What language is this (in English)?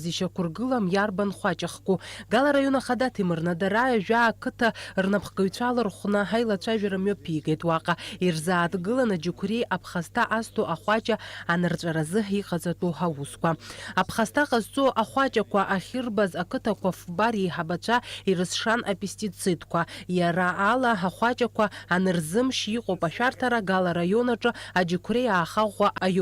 Abkhazian